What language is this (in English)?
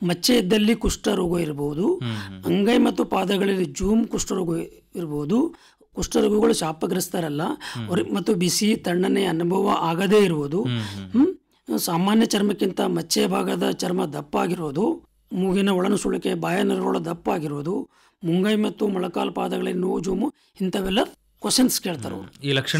Kannada